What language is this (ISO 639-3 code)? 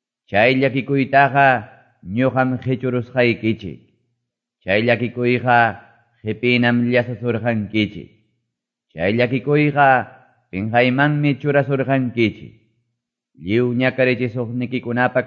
que